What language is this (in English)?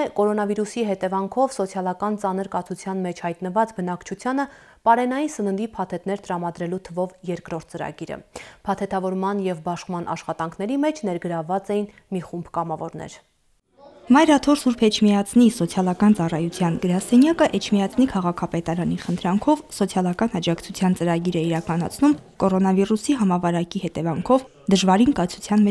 Armenian